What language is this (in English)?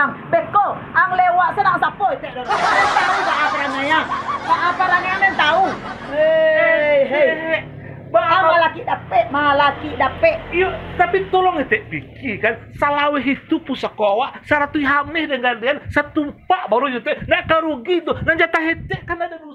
Minangkabau